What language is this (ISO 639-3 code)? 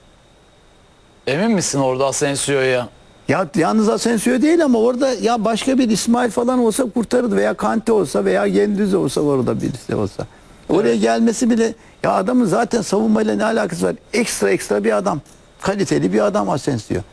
tur